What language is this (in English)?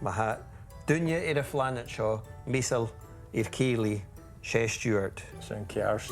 Scottish Gaelic